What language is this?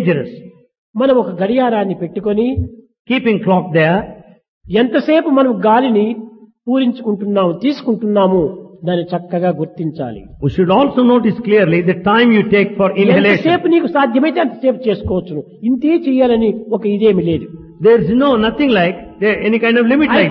Telugu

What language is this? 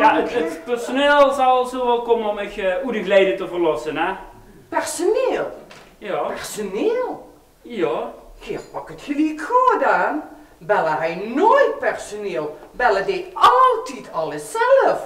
Limburgish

